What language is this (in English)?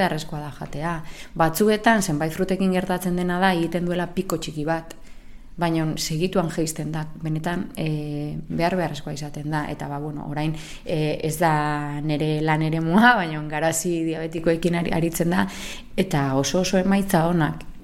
Basque